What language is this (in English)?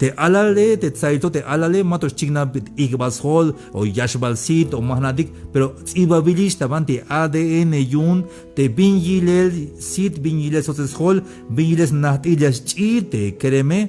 Tzeltal